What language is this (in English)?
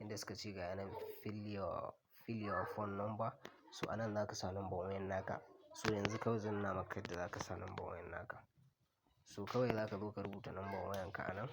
Hausa